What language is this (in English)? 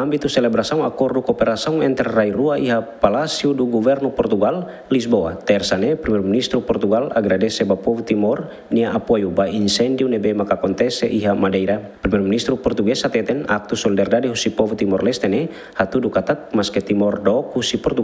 Tetum